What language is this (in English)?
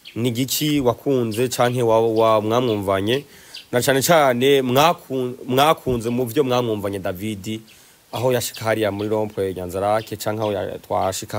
Rundi